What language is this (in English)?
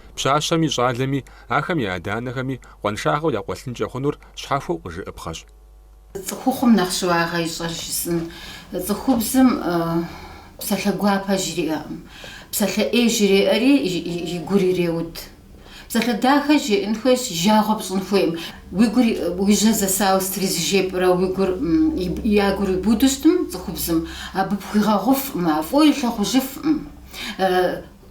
Kabardian